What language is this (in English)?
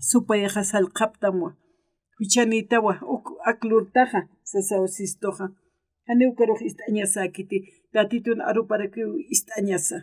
Aymara